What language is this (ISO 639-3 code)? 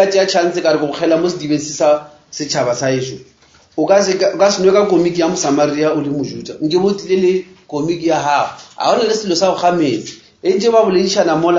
nso